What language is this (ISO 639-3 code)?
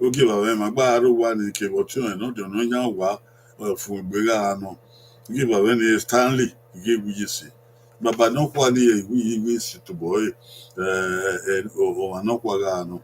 bin